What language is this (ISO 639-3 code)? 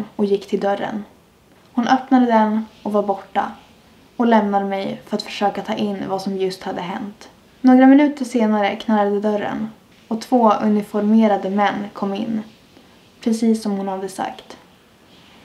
swe